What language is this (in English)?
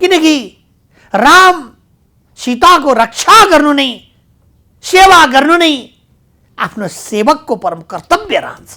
Nepali